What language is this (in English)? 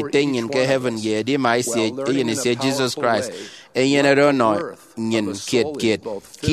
Efik